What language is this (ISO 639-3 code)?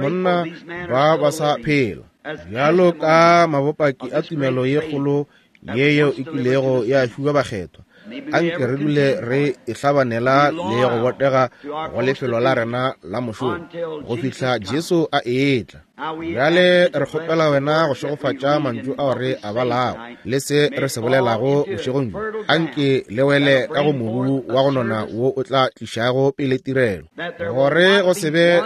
nso